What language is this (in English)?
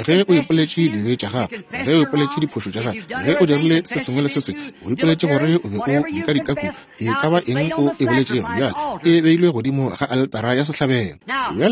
Northern Sotho